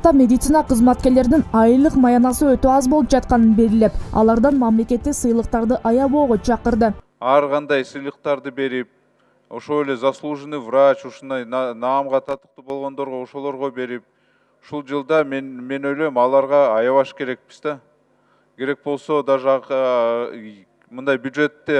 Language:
Kyrgyz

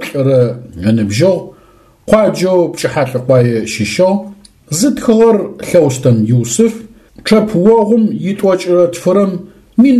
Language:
Adyghe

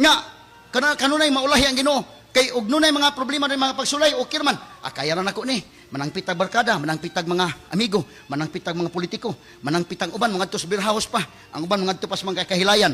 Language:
Cebuano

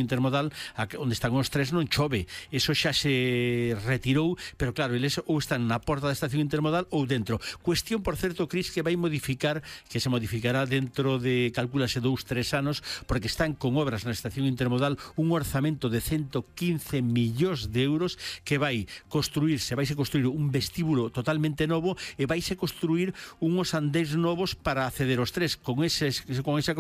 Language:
Galician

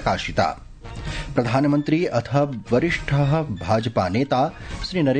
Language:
Sanskrit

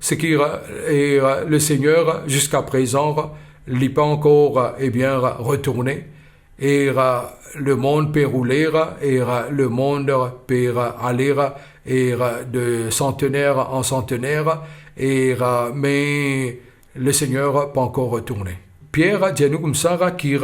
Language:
Morisyen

